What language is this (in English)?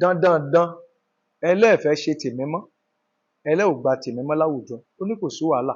Yoruba